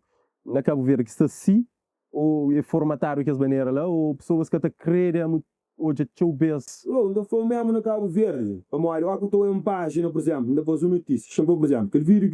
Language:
Kabuverdianu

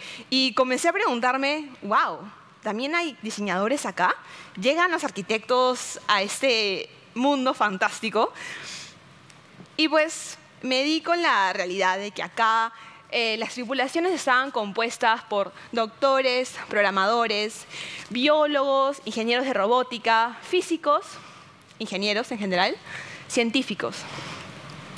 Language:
Spanish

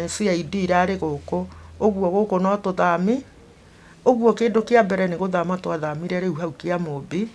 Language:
Kikuyu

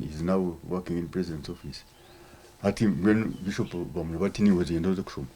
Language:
Nyankole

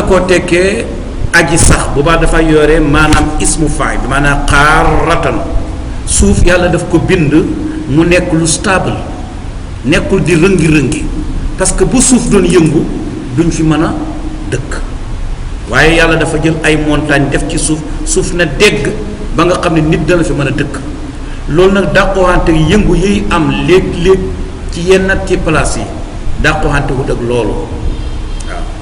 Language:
Wolof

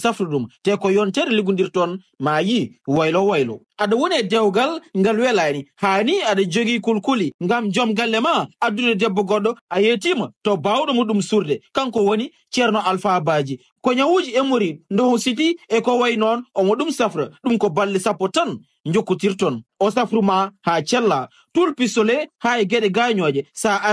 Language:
Fula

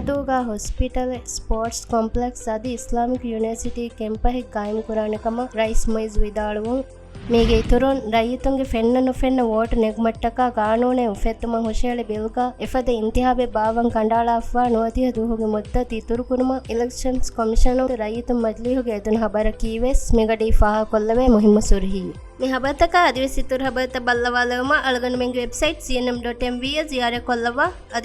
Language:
Divehi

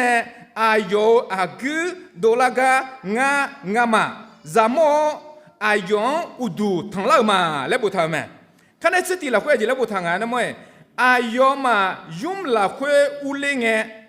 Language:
Akha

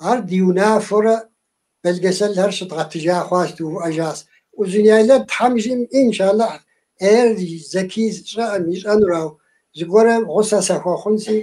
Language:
Kabardian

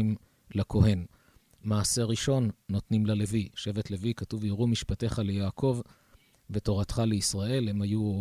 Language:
Hebrew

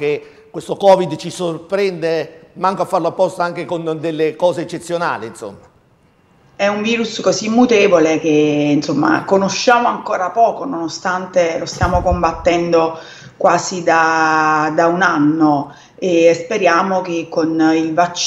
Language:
Italian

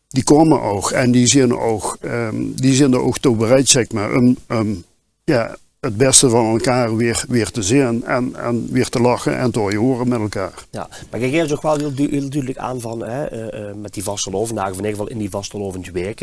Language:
Limburgish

